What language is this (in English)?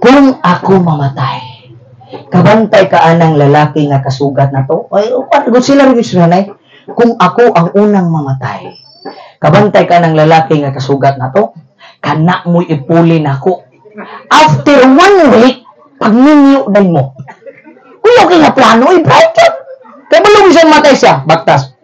Cebuano